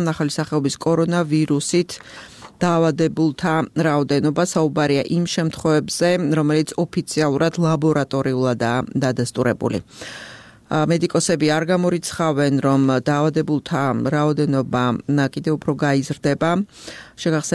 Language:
Georgian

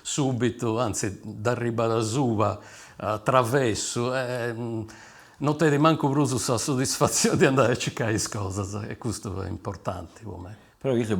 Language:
Sardinian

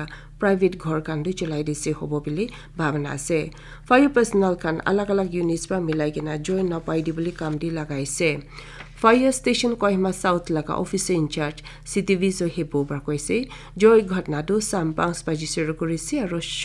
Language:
Naga Pidgin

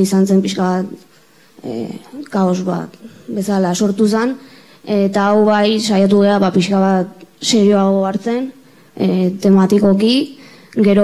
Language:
Basque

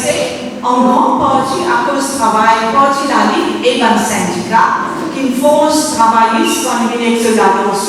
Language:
Morisyen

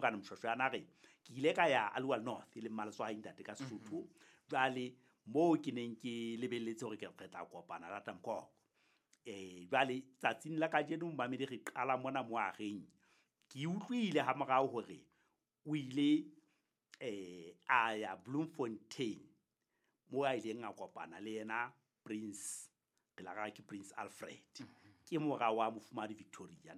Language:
Southern Sotho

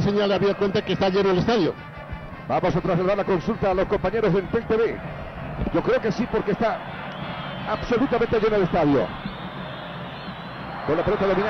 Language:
Spanish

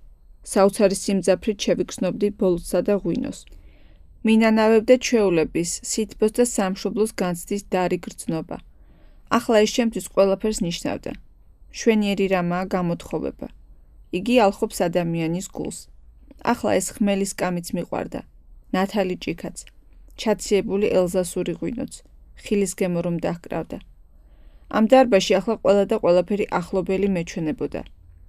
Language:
Georgian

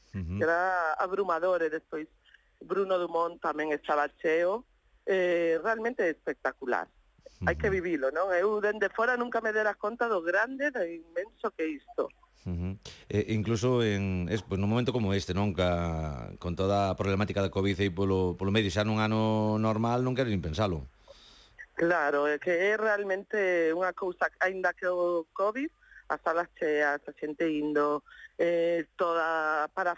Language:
Galician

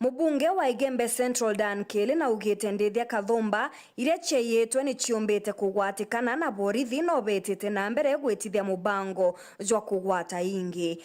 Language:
Meru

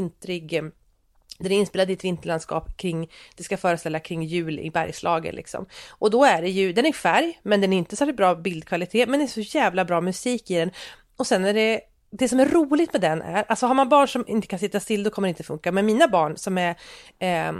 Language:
Swedish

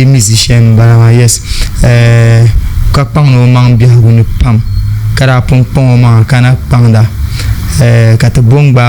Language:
Dagbani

